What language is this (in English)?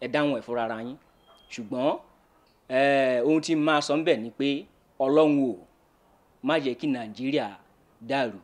Yoruba